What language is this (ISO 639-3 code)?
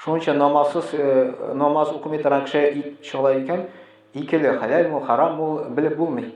tat